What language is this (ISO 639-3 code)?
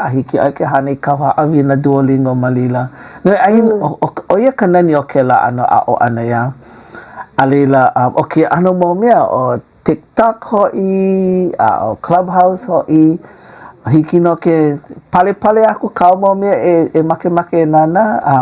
haw